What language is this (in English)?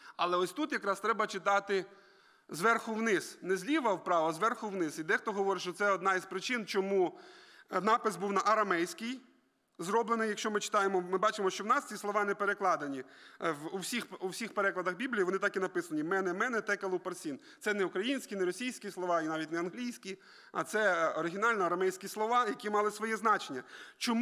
Ukrainian